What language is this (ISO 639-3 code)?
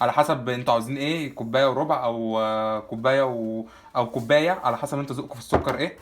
arz